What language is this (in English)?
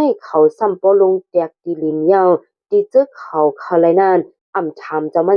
Shan